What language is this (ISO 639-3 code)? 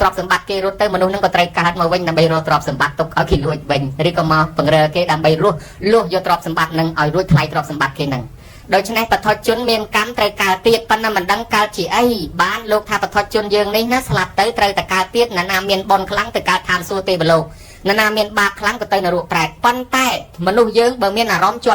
khm